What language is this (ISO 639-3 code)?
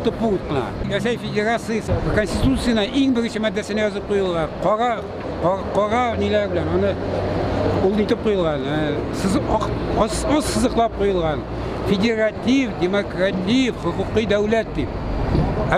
tat